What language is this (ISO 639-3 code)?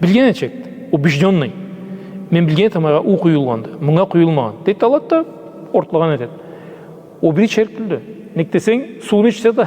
krc